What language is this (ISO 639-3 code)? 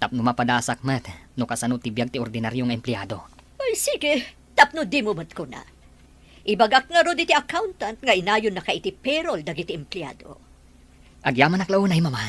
ilo